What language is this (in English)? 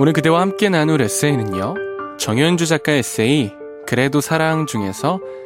Korean